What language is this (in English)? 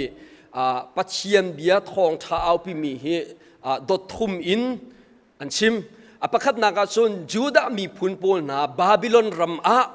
Hakha Chin